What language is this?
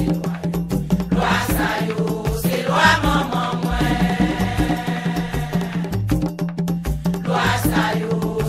Haitian Creole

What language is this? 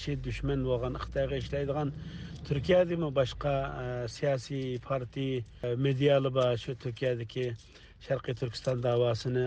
Uyghur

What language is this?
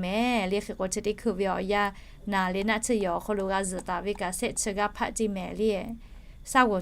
Lahu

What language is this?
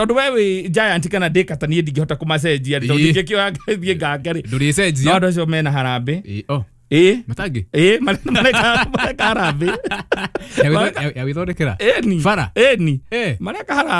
Kikuyu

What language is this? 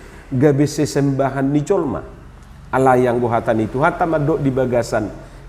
Batak Toba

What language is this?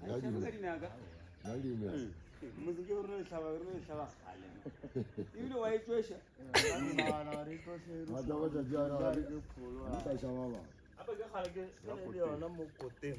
Northern Sotho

